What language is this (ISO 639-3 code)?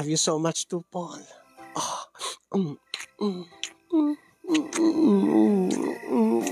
ilo